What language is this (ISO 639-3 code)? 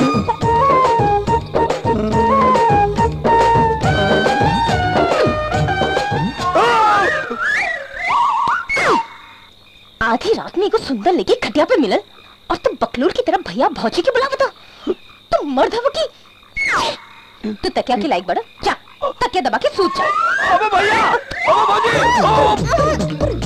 bho